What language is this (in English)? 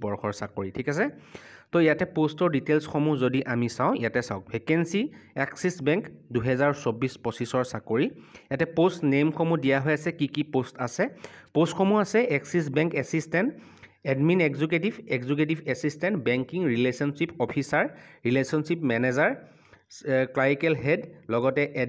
Assamese